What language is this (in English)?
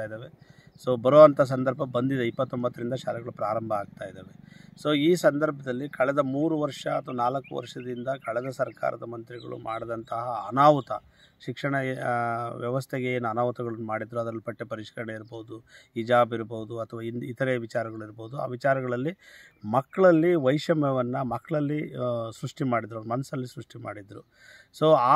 Kannada